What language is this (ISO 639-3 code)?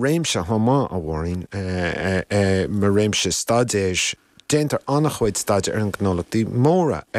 gle